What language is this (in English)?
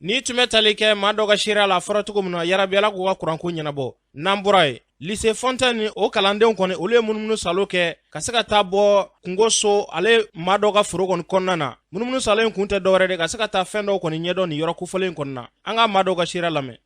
Bambara